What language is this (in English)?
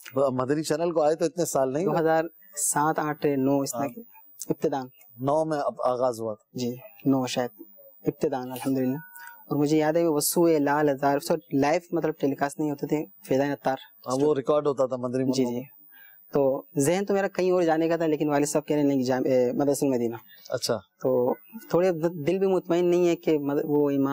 Urdu